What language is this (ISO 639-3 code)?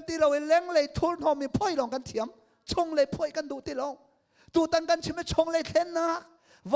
cnh